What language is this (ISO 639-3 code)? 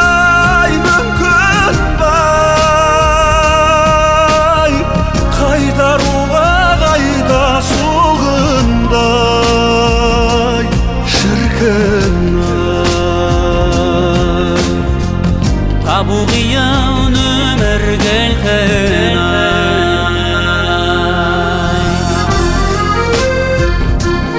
kaz